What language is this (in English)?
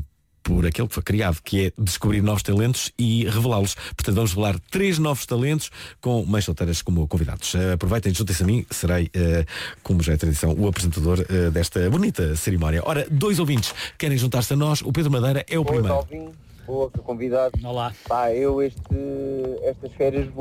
Portuguese